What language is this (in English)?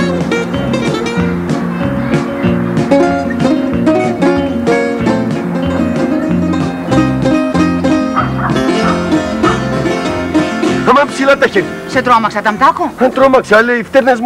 Greek